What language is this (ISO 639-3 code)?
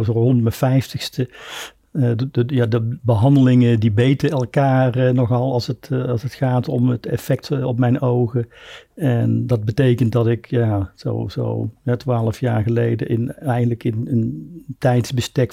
nld